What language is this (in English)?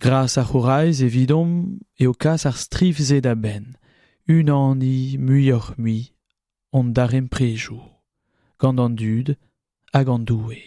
Breton